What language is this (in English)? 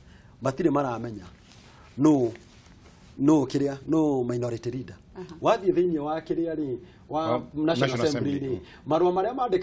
Kikuyu